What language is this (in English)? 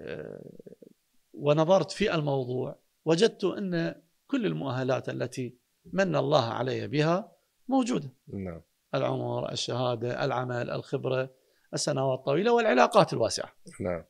Mesopotamian Arabic